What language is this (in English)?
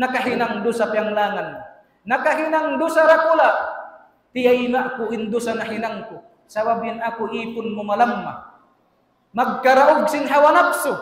Tausug